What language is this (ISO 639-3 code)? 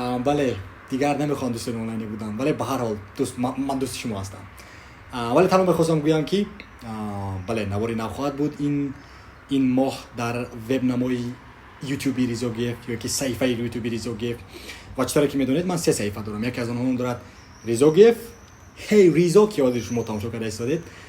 tgk